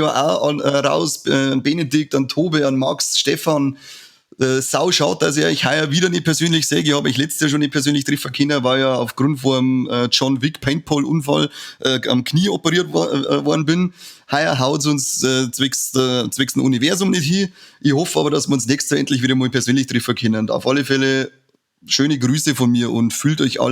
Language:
Bavarian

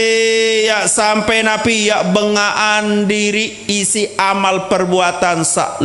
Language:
Sasak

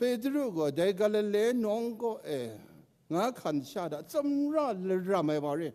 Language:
Kachin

